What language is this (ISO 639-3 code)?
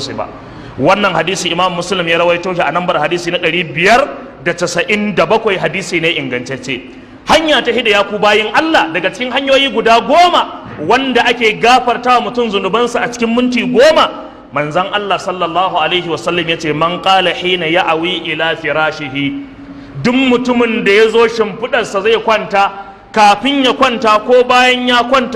hau